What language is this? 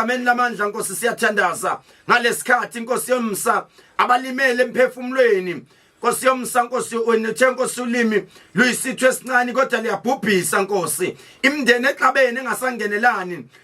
Zulu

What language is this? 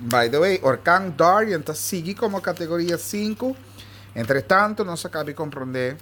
Papiamento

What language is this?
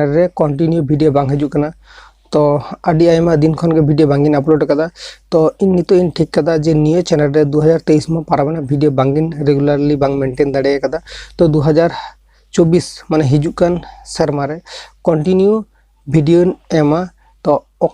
Santali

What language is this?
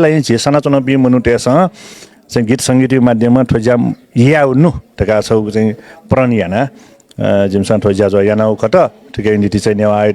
Newari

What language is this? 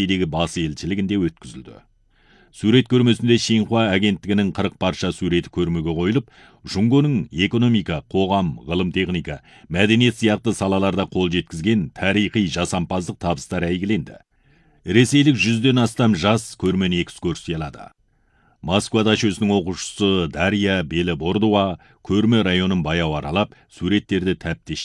Kazakh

